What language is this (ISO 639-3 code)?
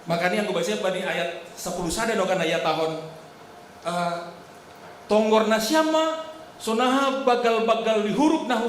bts